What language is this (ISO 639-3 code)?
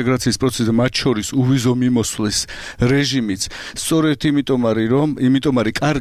kat